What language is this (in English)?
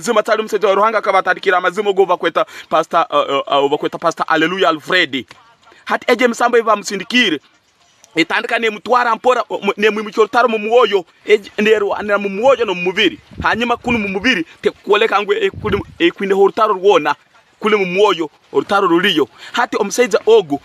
Tooro